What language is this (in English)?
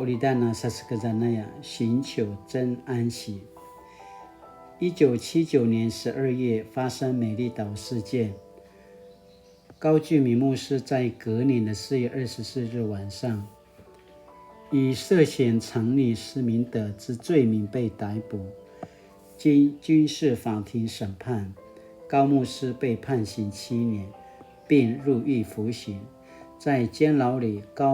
Paiwan